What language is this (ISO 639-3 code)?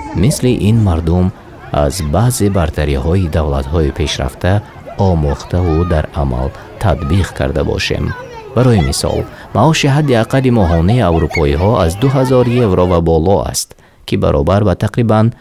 tgk